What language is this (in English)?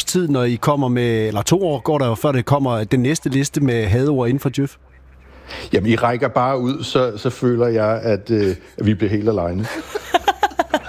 Danish